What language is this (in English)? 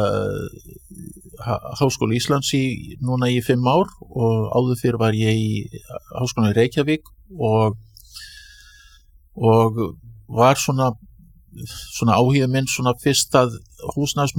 Icelandic